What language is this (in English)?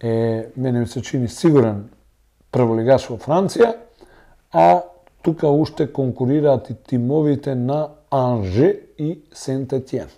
Macedonian